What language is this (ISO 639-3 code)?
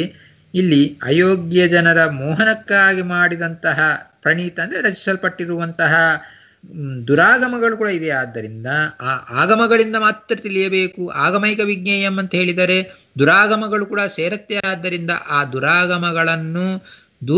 kan